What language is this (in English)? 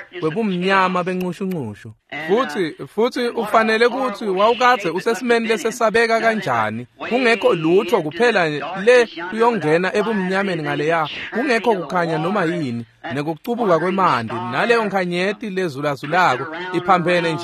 Swati